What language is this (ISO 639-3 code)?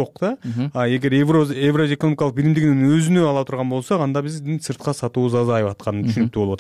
kir